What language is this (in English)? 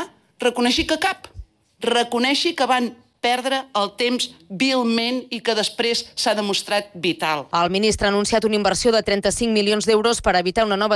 Catalan